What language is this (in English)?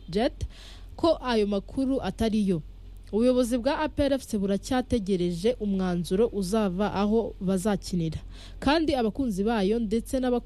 Kinyarwanda